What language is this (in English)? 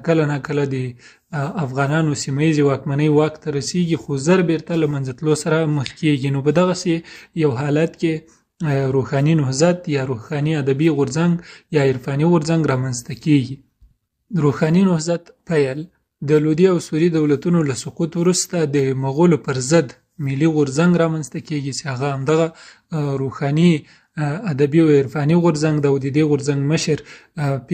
Pashto